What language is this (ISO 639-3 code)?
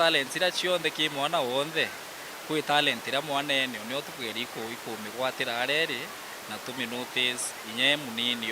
mer